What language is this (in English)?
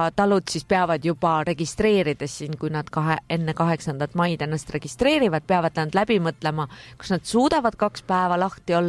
Estonian